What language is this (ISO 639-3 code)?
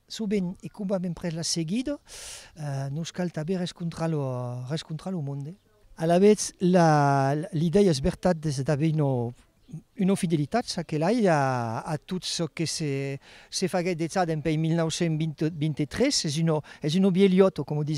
oci